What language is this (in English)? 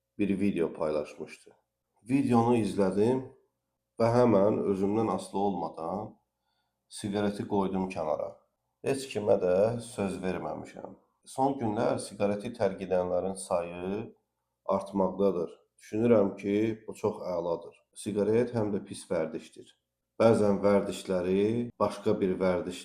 Azerbaijani